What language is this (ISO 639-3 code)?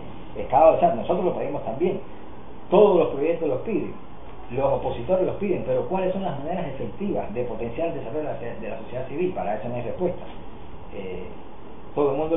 spa